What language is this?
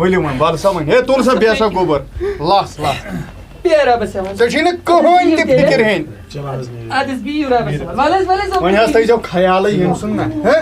Kashmiri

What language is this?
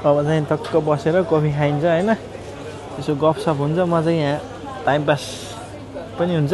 Nepali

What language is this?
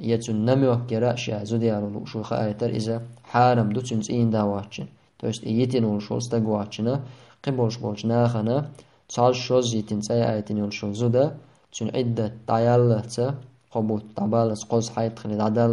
Chechen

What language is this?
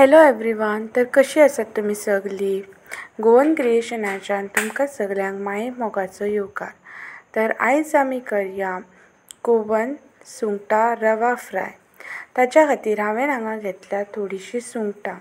Konkani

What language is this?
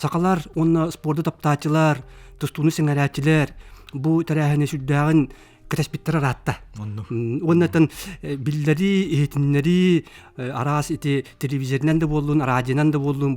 Yakut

